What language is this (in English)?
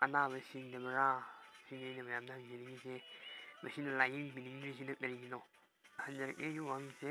Manipuri